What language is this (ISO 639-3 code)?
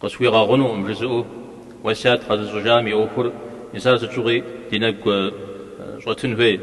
kbd